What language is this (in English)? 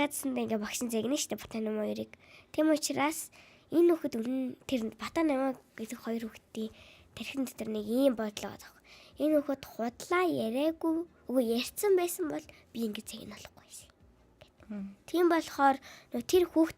Mongolian